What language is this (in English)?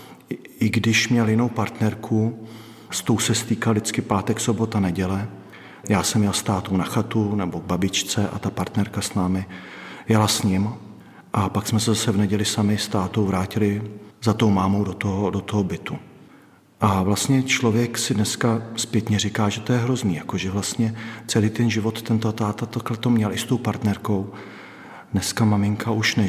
Czech